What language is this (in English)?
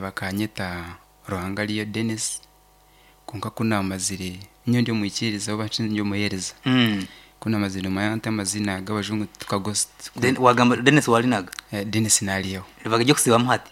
Nyankole